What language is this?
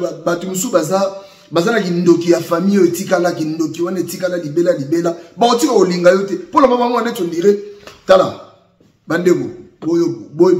Lingala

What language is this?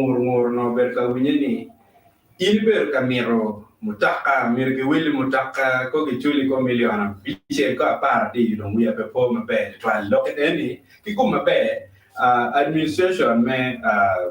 Acoli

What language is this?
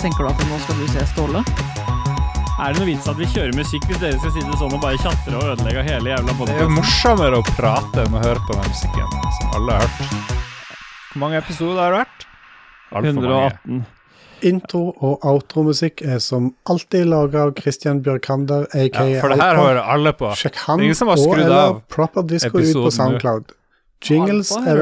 Norwegian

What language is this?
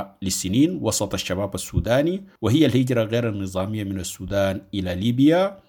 Sudanese Arabic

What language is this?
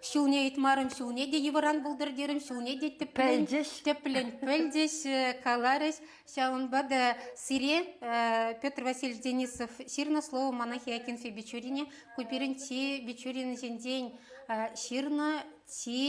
Chuvash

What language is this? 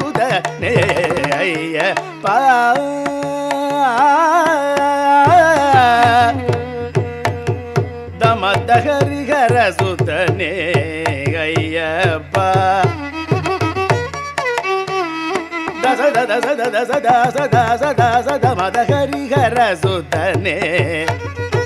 Tamil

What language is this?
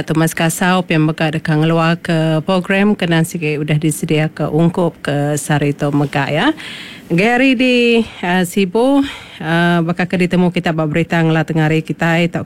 Iban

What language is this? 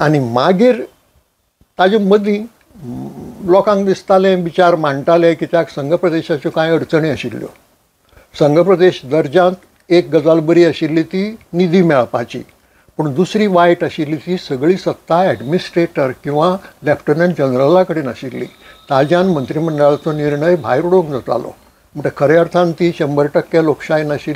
Konkani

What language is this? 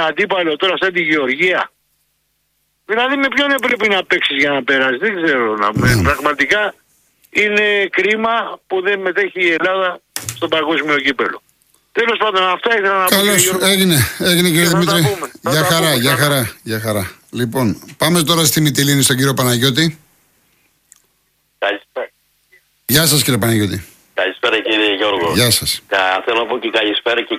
Greek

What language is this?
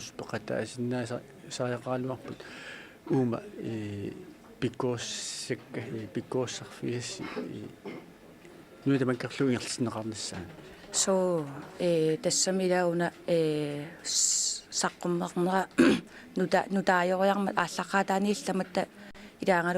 Kalaallisut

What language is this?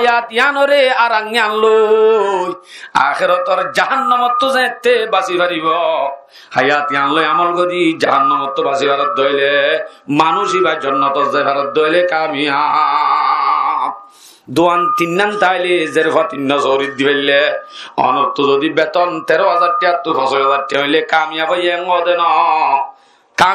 Rohingya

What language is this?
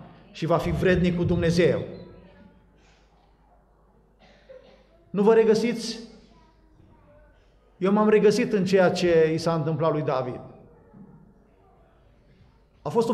Romanian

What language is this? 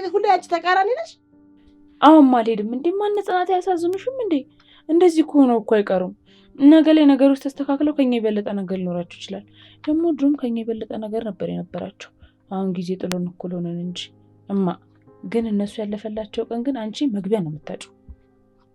Amharic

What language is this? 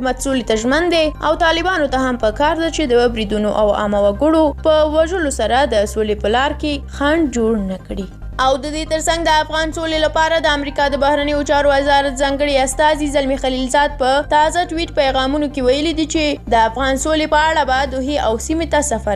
Pashto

